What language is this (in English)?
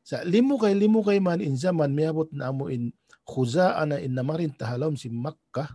Tausug